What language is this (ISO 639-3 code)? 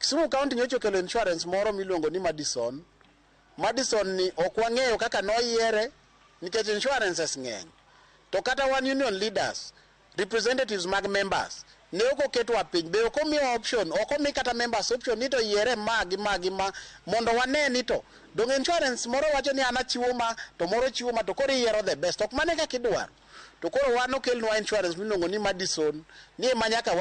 luo